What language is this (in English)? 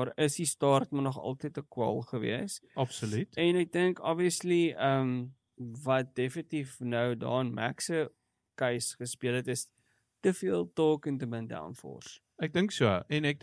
Afrikaans